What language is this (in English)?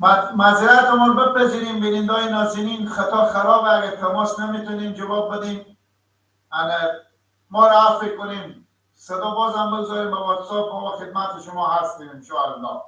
Persian